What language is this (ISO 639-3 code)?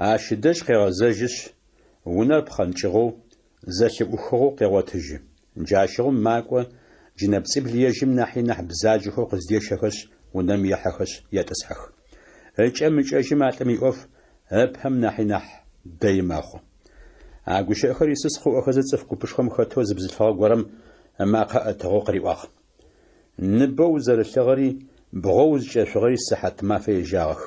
ady